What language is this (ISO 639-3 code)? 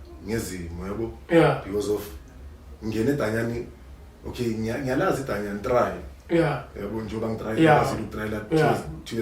zul